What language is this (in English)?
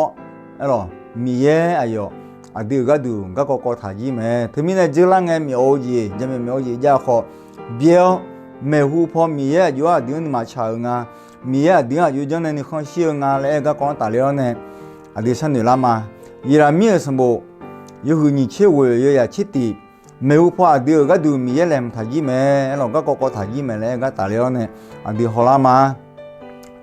Akha